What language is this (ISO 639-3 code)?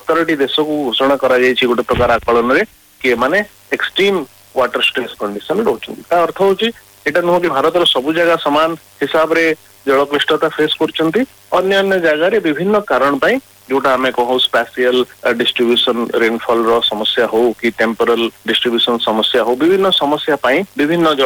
ori